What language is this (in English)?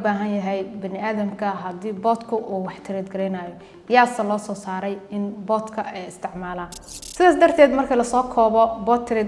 Somali